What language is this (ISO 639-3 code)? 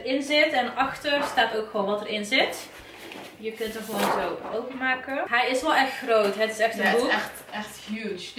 nld